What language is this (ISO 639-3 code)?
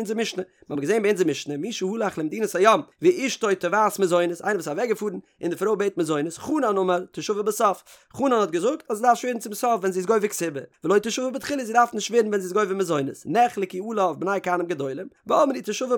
yid